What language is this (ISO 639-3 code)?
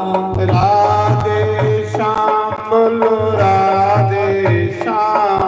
doi